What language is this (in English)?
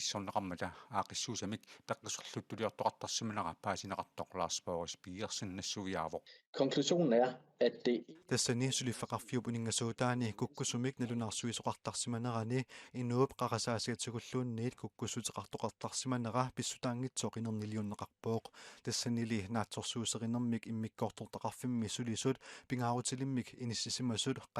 Kalaallisut